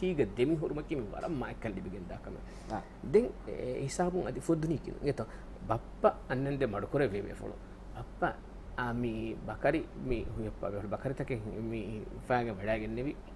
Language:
Divehi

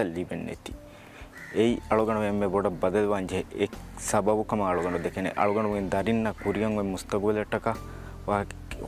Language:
Divehi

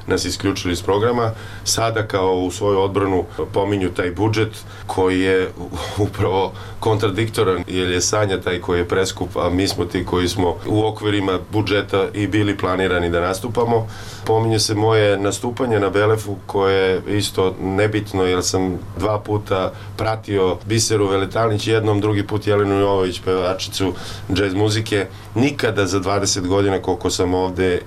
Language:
Serbian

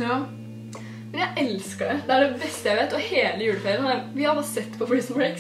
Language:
Norwegian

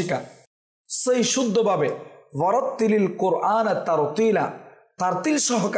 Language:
Bangla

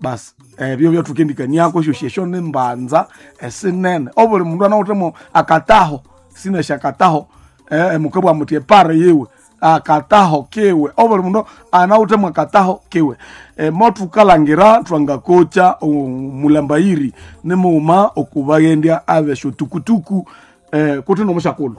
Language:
Nande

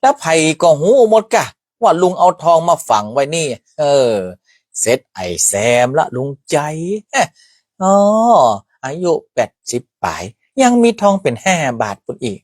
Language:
Northern Thai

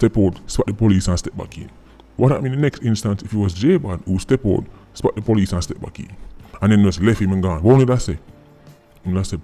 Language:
Jamaican Creole English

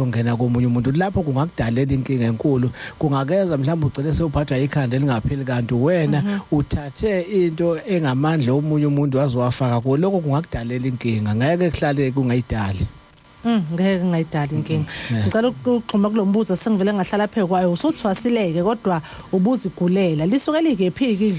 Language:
Zulu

